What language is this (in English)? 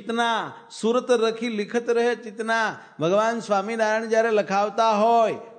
Gujarati